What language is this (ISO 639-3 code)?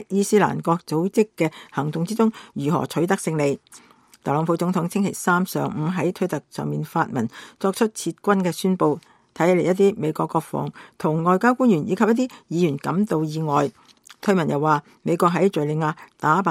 yue